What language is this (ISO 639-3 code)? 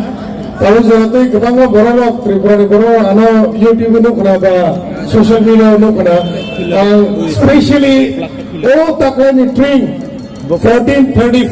trp